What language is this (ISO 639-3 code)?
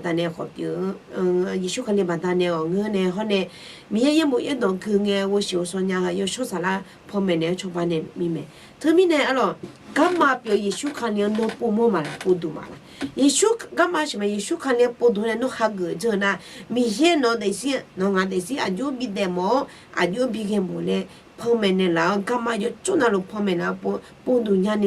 ahk